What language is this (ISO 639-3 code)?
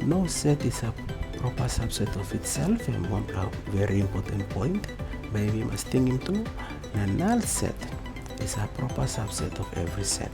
tpi